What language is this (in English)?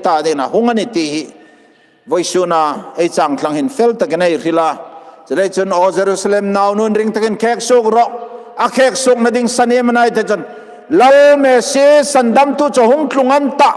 Hmar